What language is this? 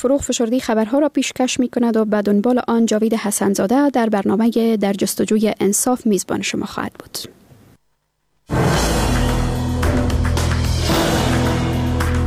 Persian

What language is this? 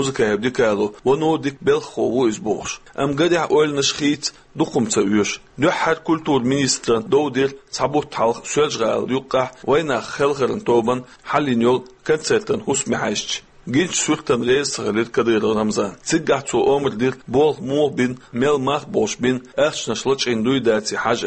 Chechen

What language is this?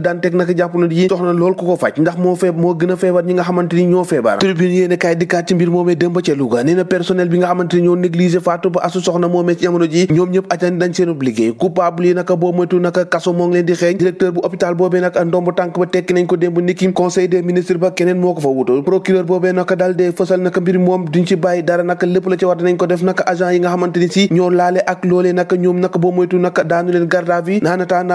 Wolof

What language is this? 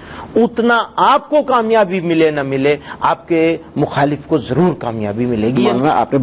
Urdu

